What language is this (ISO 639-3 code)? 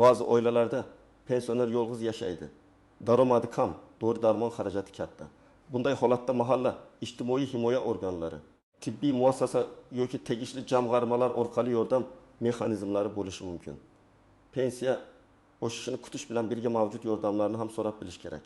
uzb